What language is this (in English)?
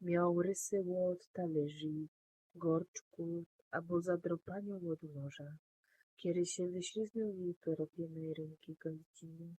Silesian